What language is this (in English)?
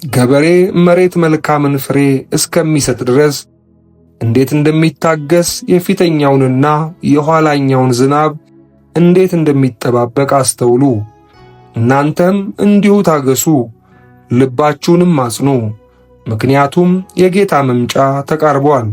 Amharic